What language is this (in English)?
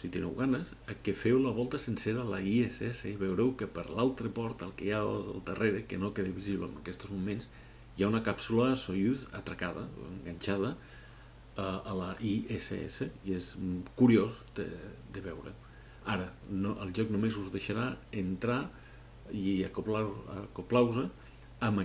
Catalan